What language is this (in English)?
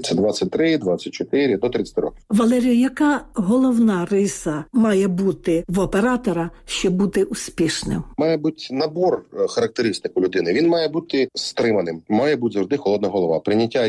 Ukrainian